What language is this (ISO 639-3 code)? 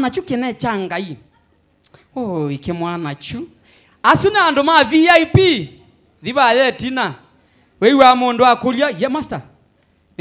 kam